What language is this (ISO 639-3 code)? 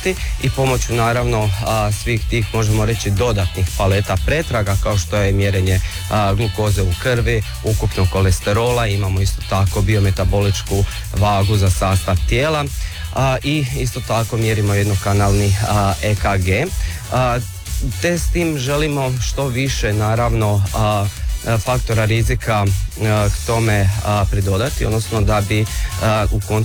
hrv